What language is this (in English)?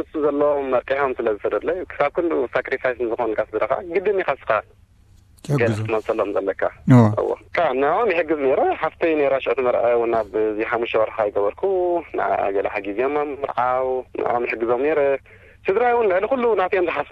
Tigrinya